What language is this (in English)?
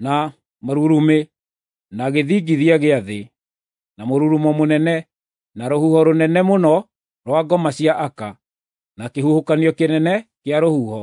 Kikuyu